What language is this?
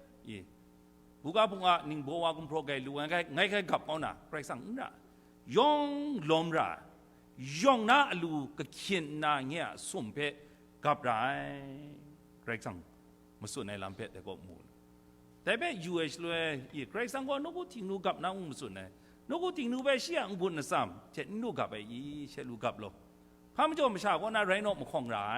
Kachin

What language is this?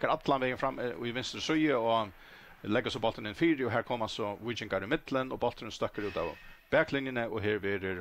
Faroese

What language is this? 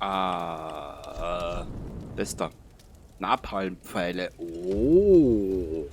Bavarian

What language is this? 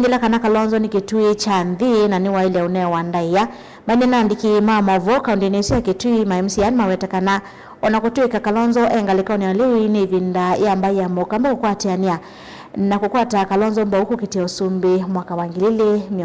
Kamba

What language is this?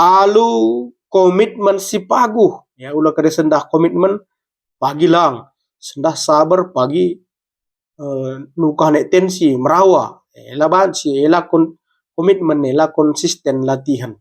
Batak Karo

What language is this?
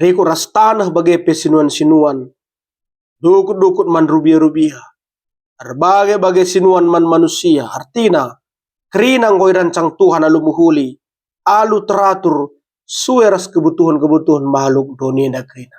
Batak Karo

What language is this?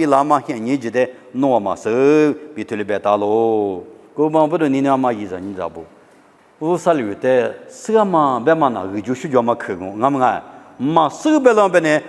Lisu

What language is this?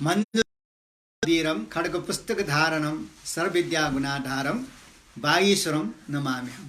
Newari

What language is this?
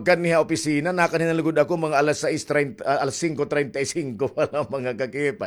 Waray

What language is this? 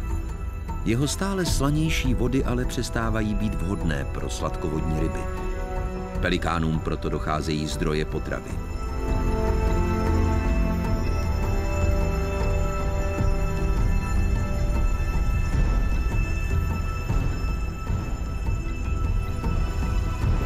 Czech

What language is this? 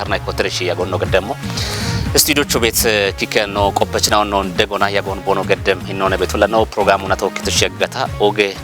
Kafa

